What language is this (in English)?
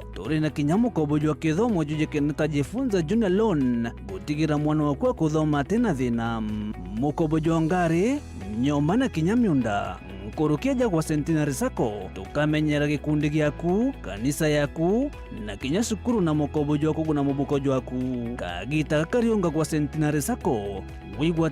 Meru